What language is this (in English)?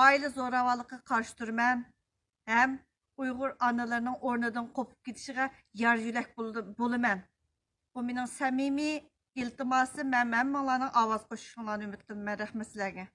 Uyghur